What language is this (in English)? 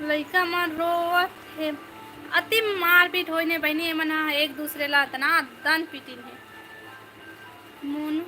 Chhattisgarhi